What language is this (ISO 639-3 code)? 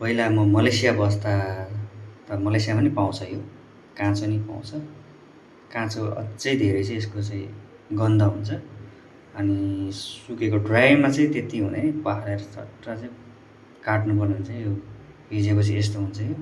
nep